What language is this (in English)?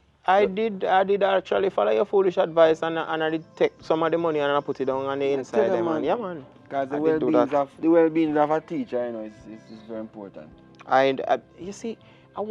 Jamaican Creole English